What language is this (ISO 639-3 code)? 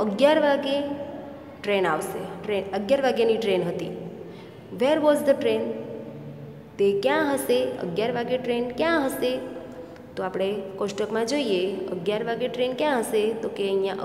guj